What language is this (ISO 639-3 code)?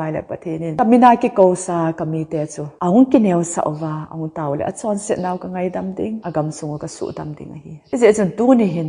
tcz